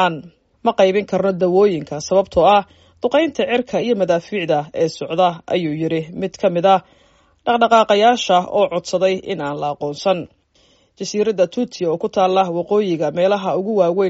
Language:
Somali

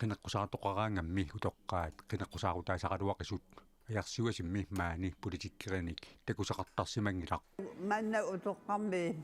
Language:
Kalaallisut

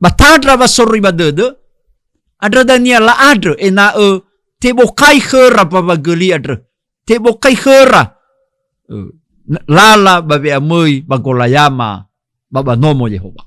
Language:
Nias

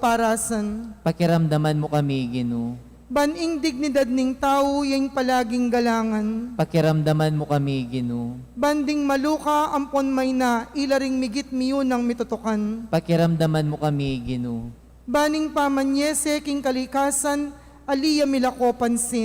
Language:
Pampanga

